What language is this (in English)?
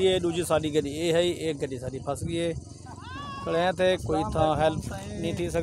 Saraiki